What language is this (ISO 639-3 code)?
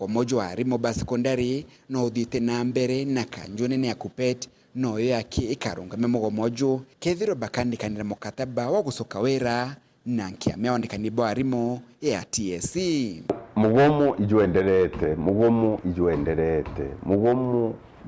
mer